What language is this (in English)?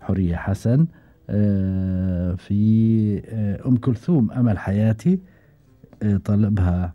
Gulf Arabic